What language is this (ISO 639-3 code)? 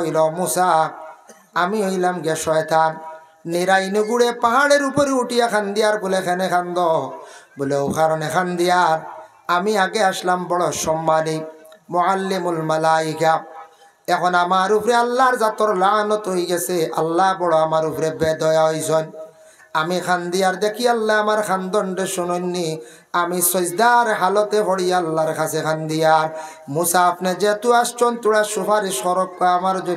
syl